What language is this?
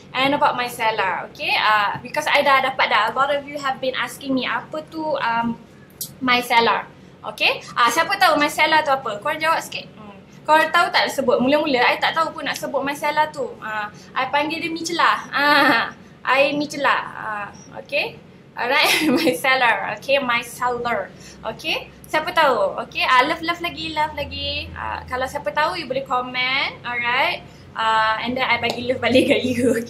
Malay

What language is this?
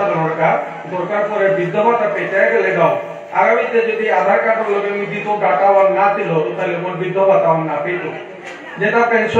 Bishnupriya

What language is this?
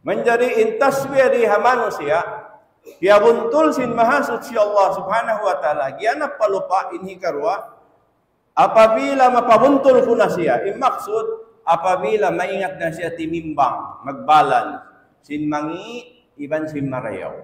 Tausug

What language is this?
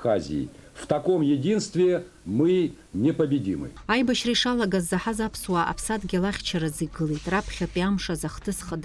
Abkhazian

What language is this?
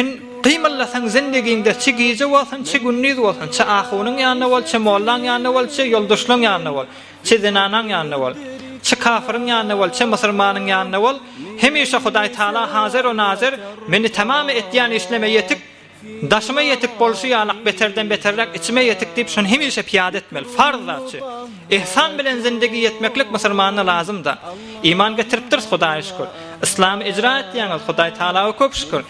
Turkmen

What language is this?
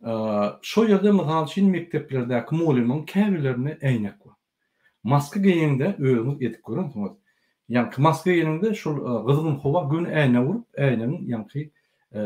Turkmen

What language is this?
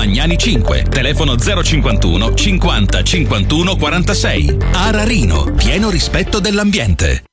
Italian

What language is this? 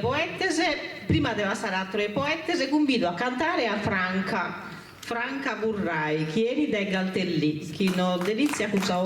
Sardinian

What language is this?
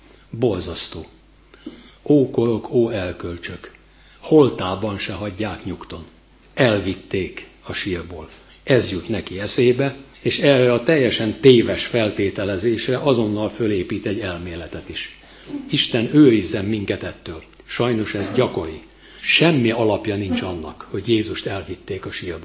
Hungarian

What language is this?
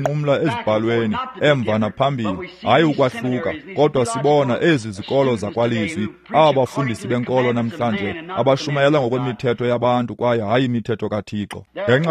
Xhosa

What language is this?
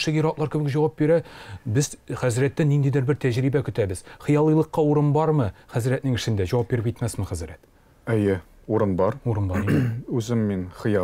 Tatar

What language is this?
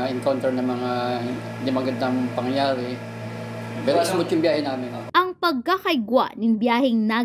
Bikol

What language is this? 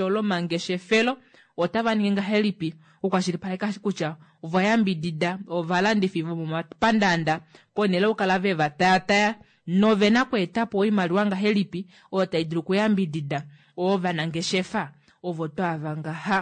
Kuanyama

